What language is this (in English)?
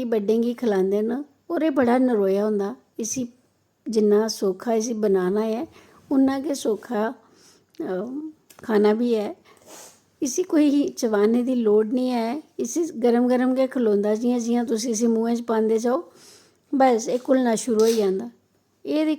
Dogri